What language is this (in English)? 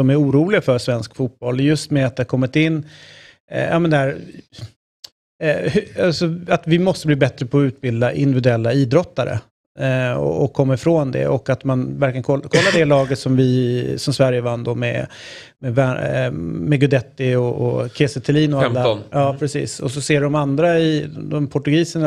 Swedish